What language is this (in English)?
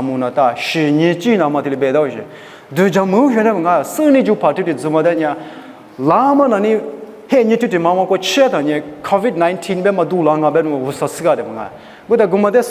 Lisu